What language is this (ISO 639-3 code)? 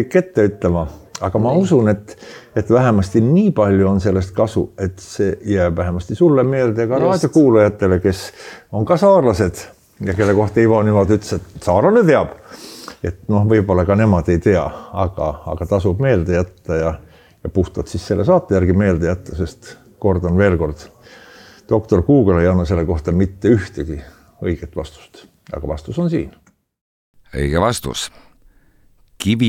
est